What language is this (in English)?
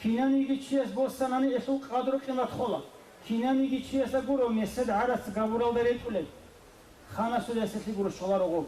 Avaric